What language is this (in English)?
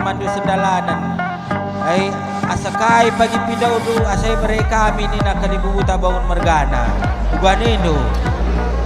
Batak Karo